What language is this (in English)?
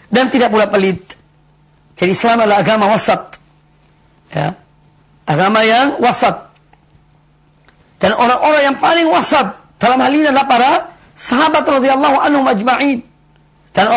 Indonesian